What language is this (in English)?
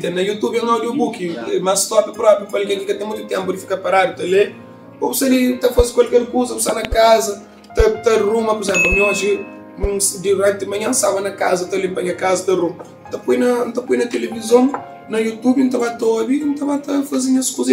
Kabuverdianu